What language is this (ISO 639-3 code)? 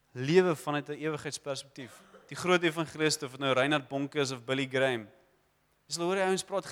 afr